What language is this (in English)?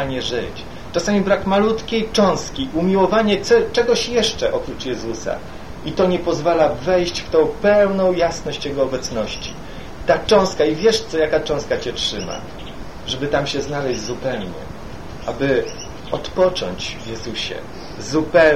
Polish